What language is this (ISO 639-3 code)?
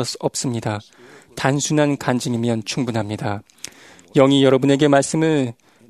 kor